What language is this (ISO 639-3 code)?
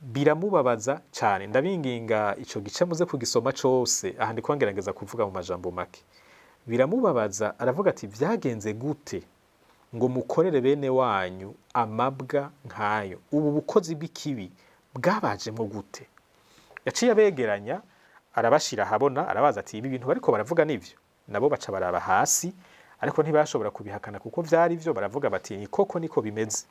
run